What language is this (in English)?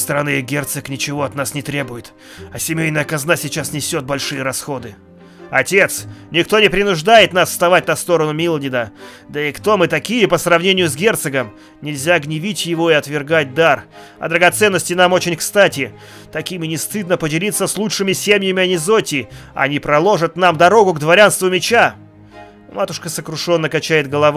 Russian